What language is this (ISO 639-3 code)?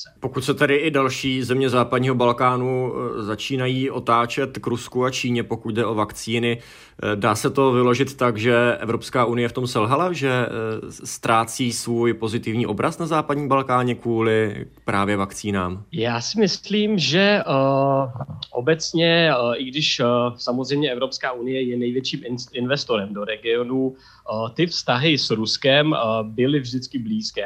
ces